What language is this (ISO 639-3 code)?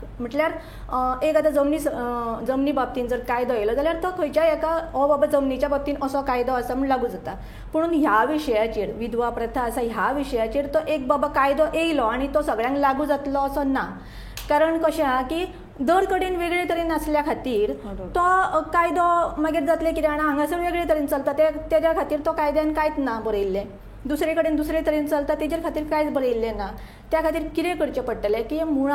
kok